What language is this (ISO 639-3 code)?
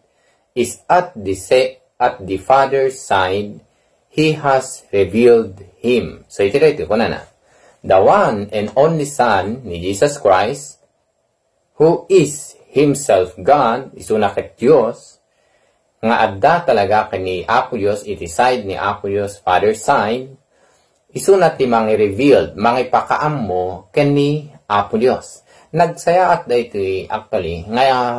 ilo